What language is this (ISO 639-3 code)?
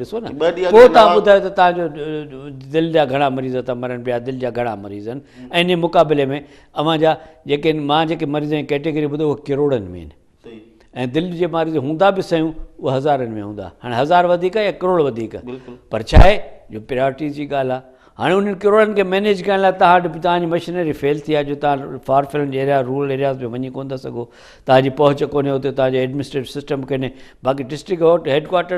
snd